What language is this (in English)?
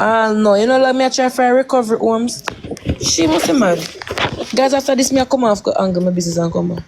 Jamaican Creole English